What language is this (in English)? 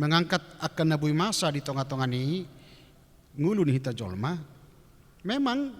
Batak Toba